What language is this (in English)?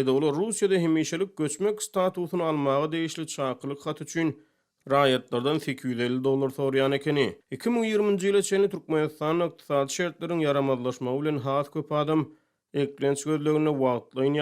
Turkmen